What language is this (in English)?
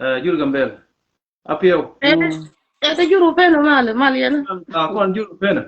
Nuer